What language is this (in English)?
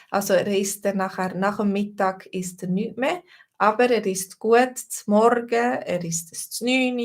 Swiss German